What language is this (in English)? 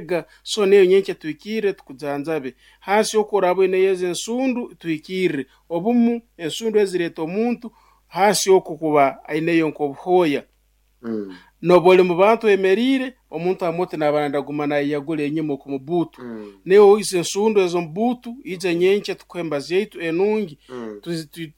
Nyoro